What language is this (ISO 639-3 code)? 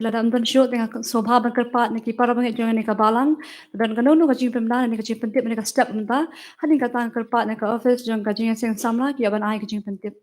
kha